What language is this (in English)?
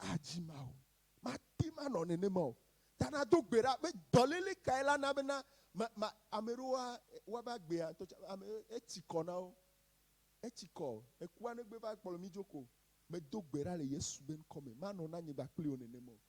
Ewe